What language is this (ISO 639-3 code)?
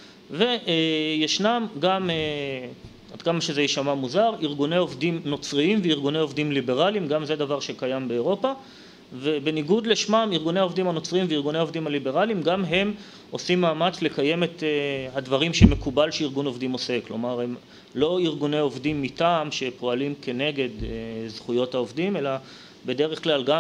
heb